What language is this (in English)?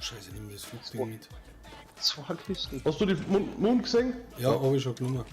Bavarian